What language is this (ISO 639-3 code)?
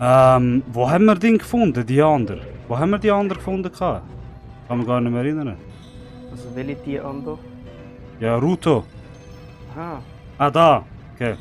gsw